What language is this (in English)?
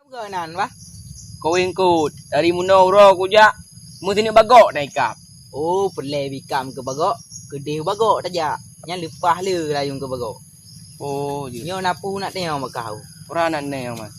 Achinese